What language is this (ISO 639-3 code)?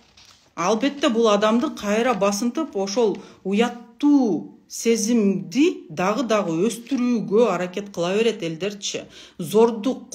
kir